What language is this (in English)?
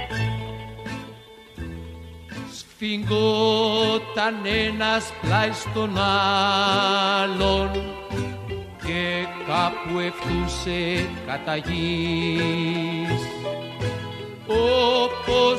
Greek